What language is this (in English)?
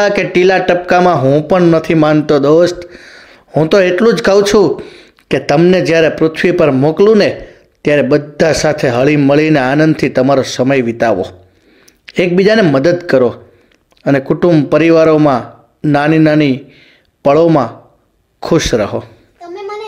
Gujarati